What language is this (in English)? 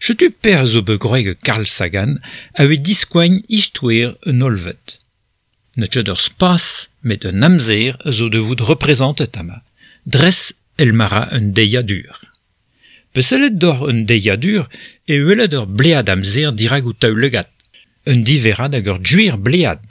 Breton